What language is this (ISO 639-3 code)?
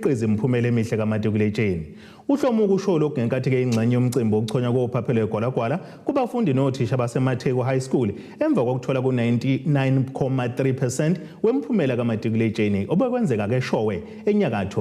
zul